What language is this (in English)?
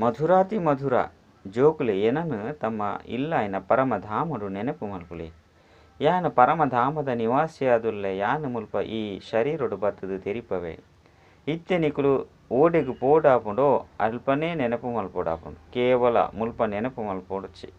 Tulu